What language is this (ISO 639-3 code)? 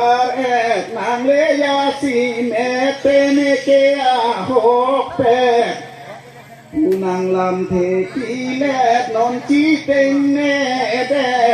mjw